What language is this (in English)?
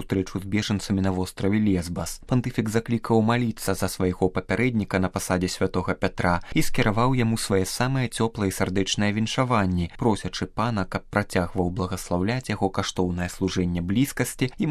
Belarusian